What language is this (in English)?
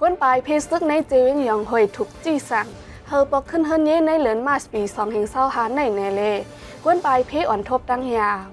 Shan